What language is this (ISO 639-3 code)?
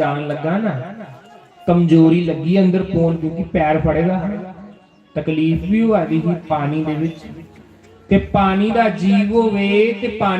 doi